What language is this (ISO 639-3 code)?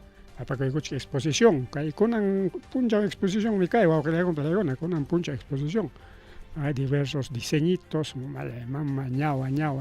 quy